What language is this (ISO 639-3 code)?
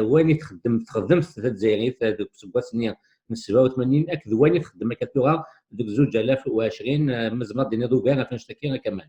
kab